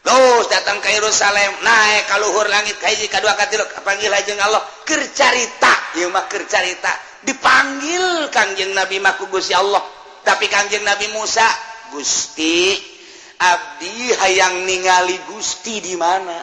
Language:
Sundanese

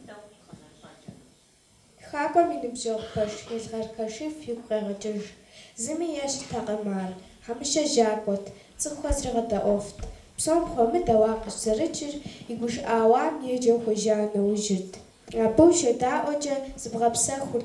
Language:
Kabardian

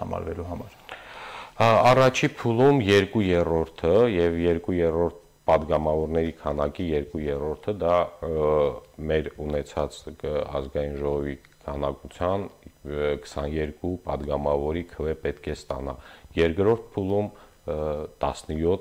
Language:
Armenian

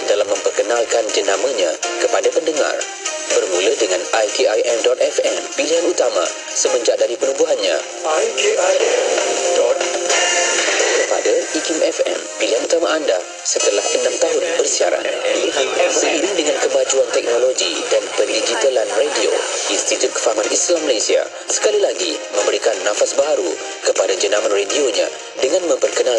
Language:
Malay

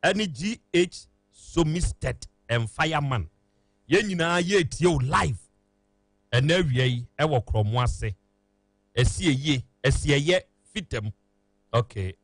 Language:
Akan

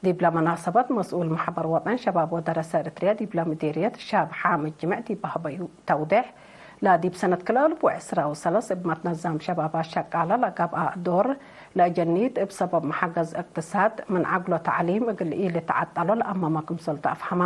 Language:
Tigre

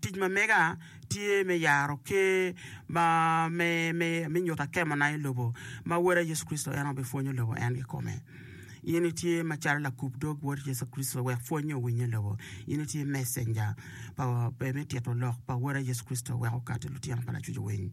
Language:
Acoli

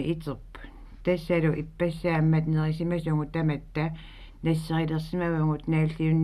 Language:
Kalaallisut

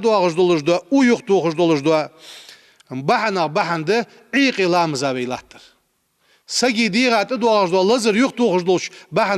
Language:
Ingush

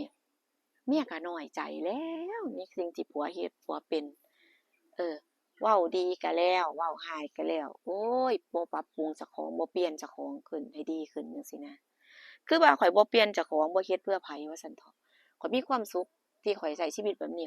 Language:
Northeastern Thai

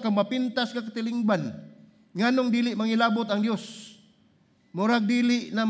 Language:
Cebuano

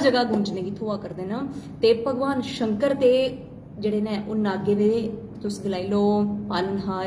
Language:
Dogri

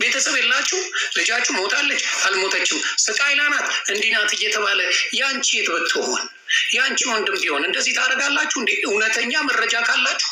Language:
Amharic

